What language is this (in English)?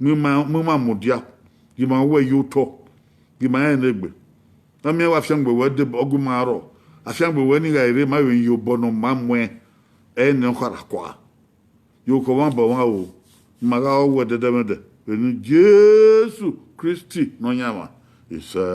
Bini